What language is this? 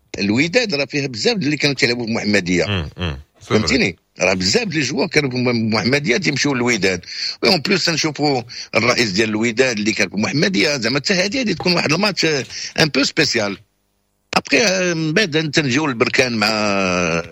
Moroccan Arabic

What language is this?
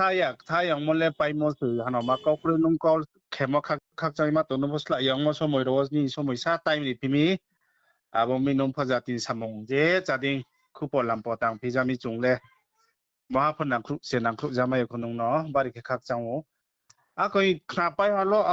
Riang (India)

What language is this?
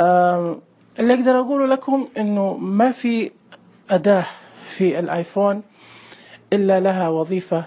Najdi Arabic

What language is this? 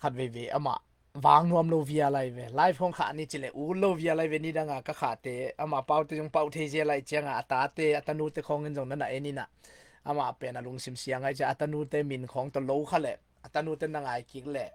Tedim Chin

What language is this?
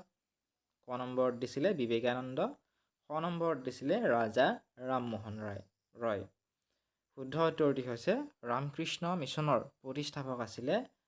Assamese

